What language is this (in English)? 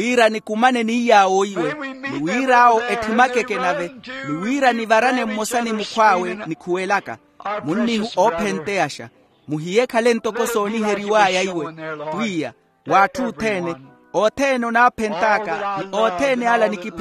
Makhuwa